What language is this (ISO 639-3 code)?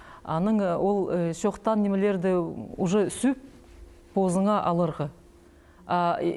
kjh